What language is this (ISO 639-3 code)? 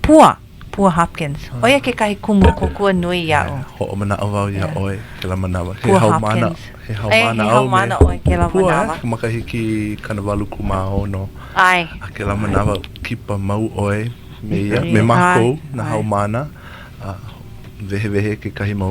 haw